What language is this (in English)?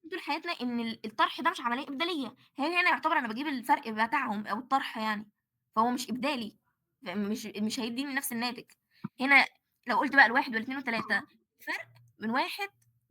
Egyptian Arabic